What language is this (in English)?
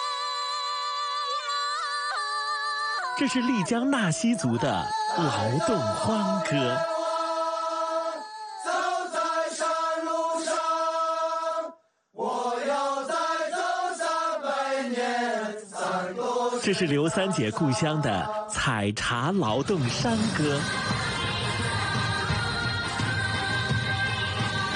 Chinese